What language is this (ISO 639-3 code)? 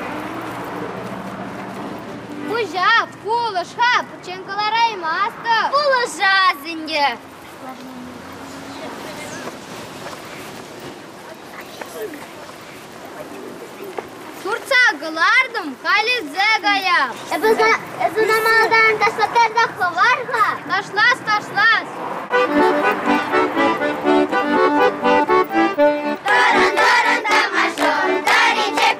chv